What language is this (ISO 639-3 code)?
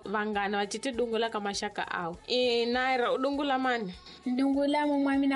tso